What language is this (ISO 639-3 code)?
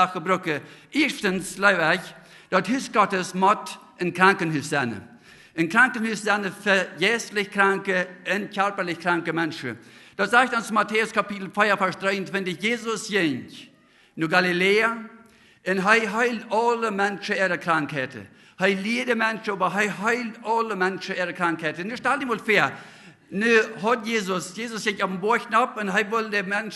pdt